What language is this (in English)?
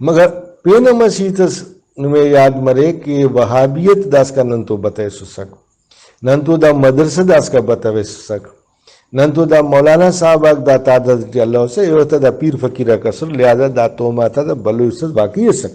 Brahui